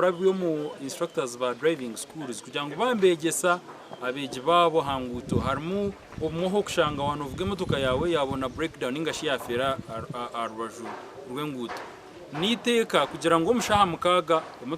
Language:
Nyankole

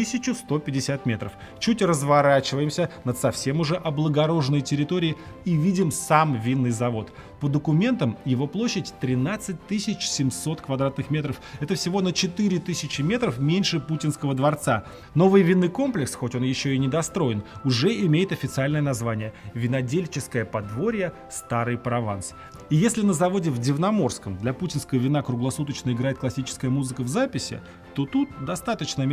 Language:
Russian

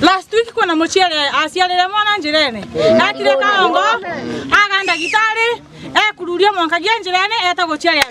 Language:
Meru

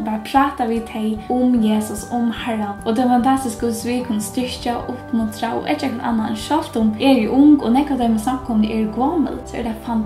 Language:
Faroese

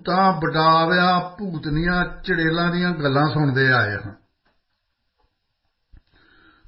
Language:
Punjabi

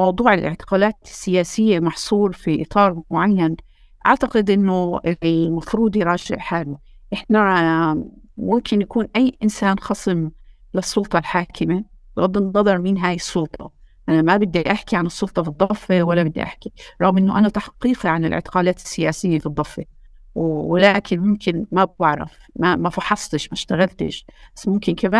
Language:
North Levantine Arabic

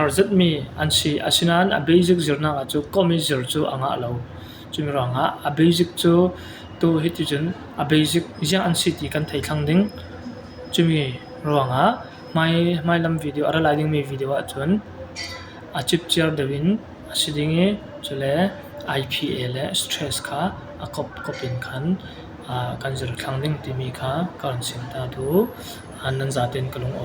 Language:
Falam Chin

